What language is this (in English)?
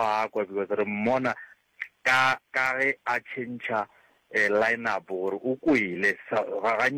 Northern Sotho